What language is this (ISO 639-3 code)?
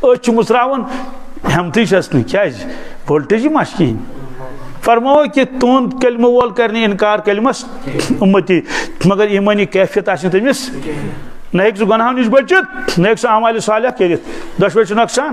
kas